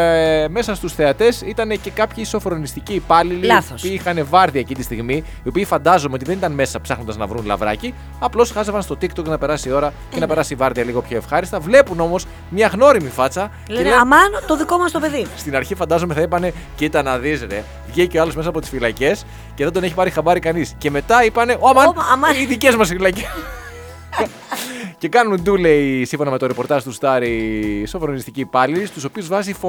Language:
Greek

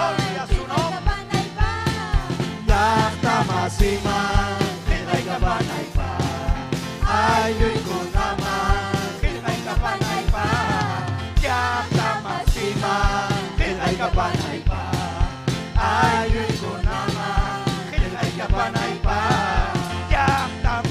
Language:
Ayacucho Quechua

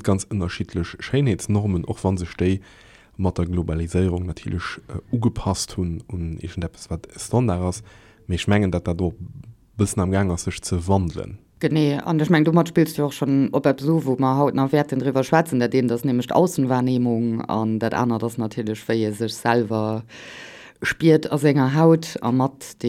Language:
Luxembourgish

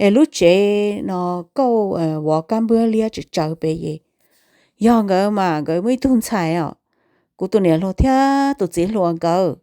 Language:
Hmong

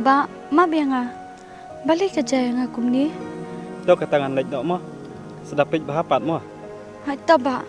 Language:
Khasi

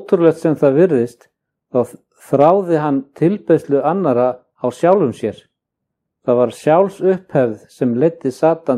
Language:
Icelandic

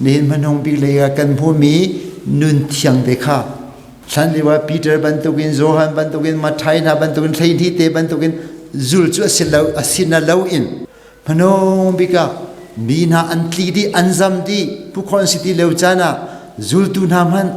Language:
Hakha Chin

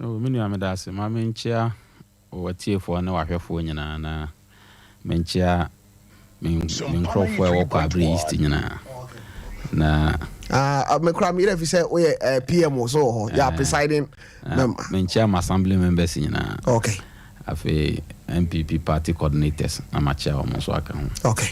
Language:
Akan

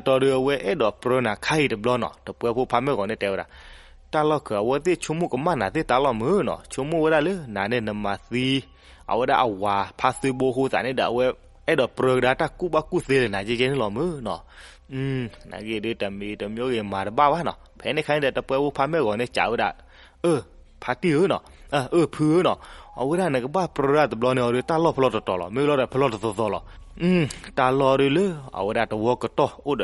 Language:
S'gaw Karen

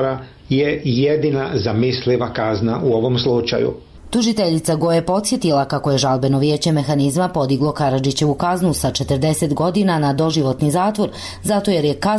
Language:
Serbian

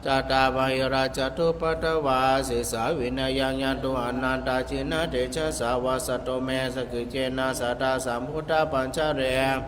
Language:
Pali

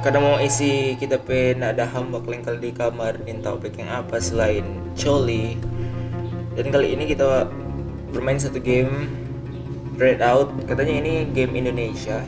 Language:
Manado Malay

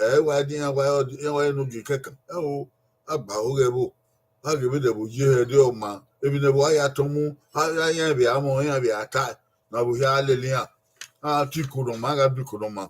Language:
Bini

